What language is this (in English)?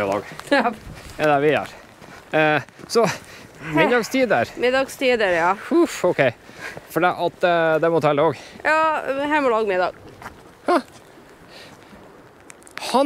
Norwegian